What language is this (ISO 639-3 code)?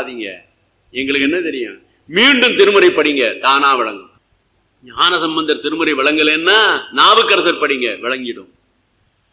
tam